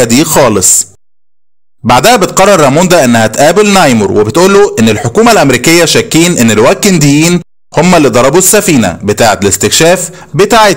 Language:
Egyptian Arabic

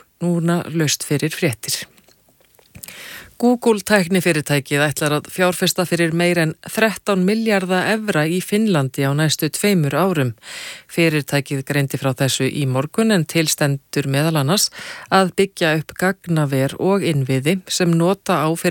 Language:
Icelandic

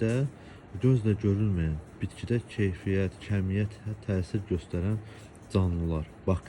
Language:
Azerbaijani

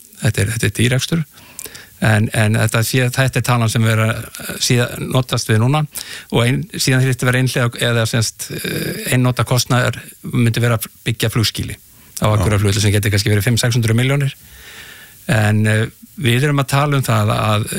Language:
Icelandic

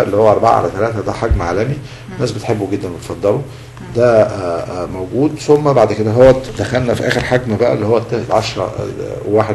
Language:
Egyptian Arabic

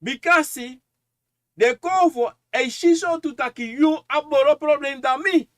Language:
Sranan Tongo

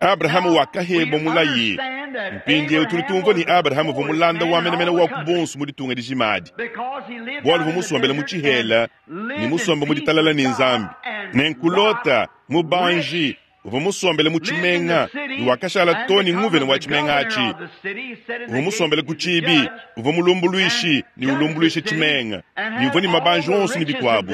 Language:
Luba-Lulua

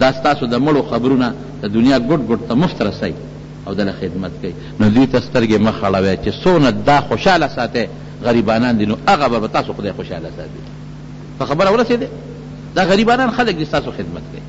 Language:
Pashto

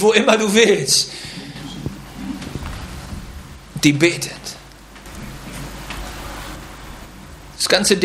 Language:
German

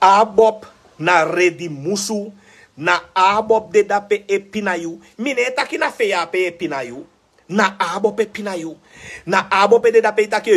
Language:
Sranan Tongo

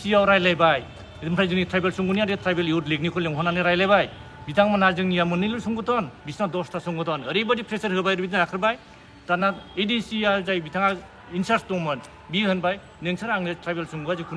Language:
Bodo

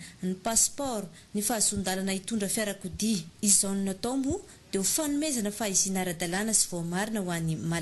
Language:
Malagasy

